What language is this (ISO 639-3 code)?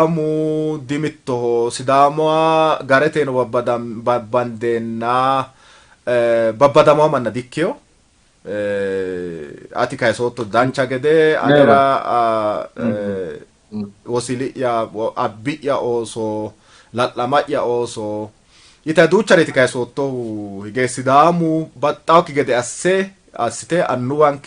sid